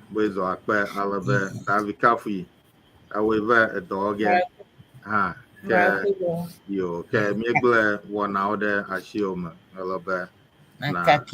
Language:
Ewe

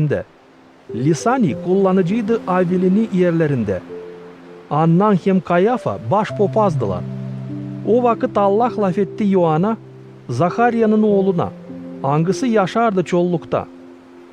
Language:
Gagauz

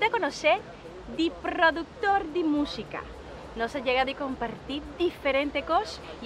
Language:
Papiamento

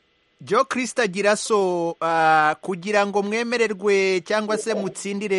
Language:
Kinyarwanda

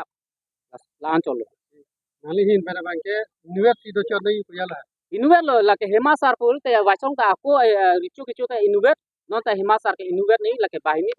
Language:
Karbi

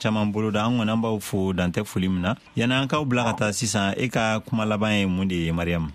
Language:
Bambara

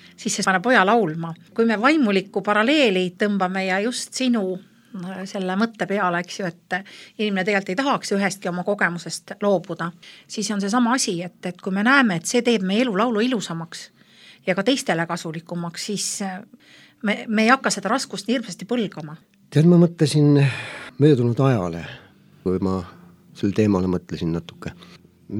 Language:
Estonian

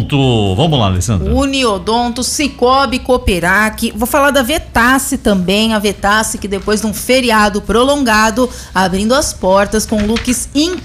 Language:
Portuguese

